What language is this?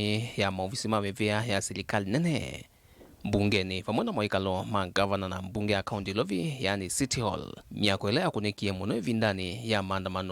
Kamba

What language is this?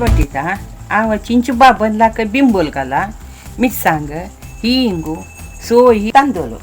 Konkani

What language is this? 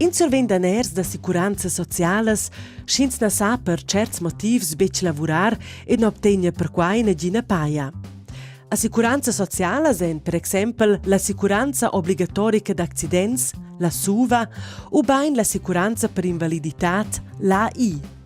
Romansh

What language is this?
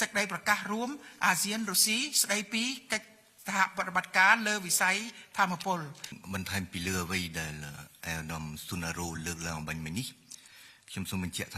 Khmer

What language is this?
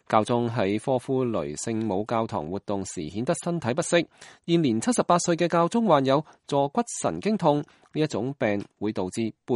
Cantonese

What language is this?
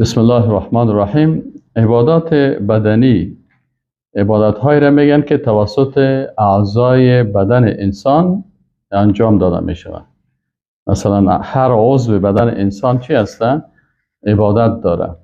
Persian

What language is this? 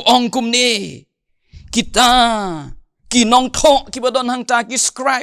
Khasi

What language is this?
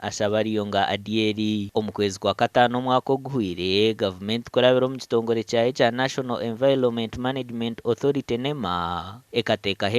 Nyankole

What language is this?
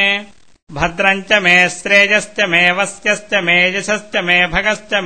Sanskrit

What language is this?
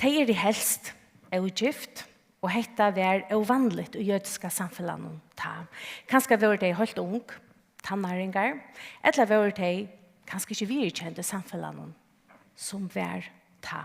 Faroese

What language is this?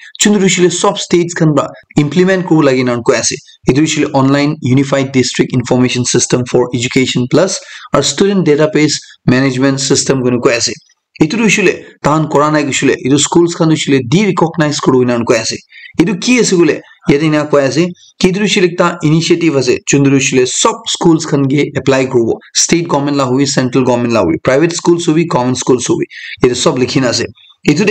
Naga Pidgin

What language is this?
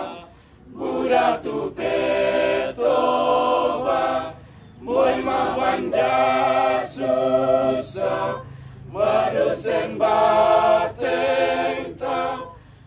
Toraja-Sa'dan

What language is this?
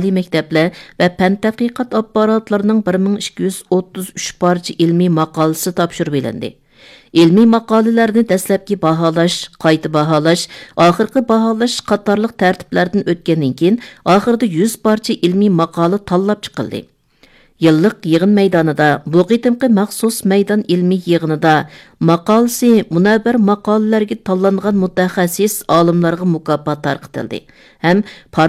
Uyghur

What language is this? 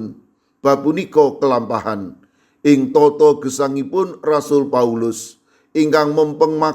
Javanese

